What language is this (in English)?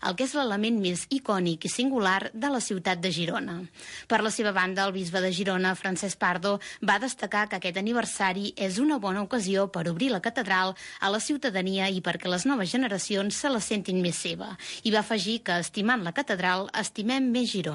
Catalan